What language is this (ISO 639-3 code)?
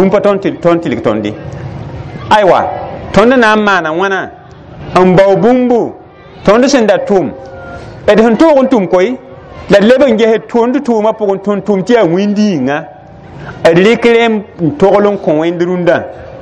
mos